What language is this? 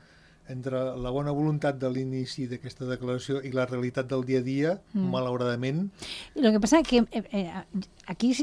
Catalan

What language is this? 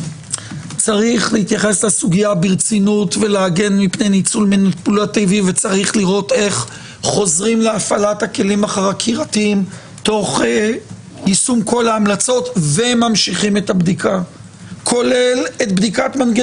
Hebrew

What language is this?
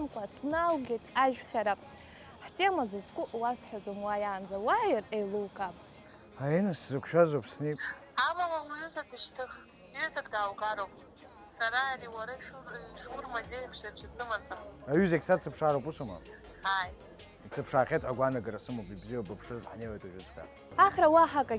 Abkhazian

